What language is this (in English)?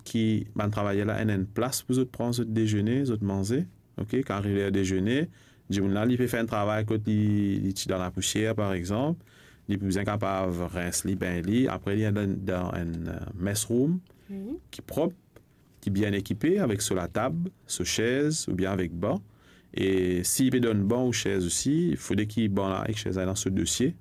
Morisyen